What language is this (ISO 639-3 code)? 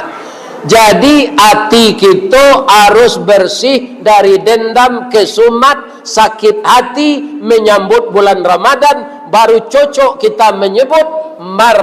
min